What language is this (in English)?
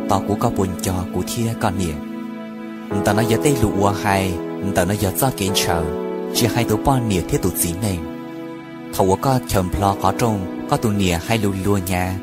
Hmong